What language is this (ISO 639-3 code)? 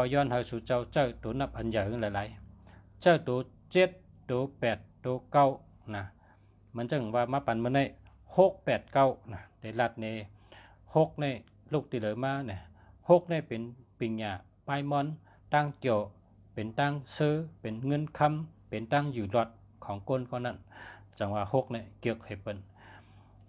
shn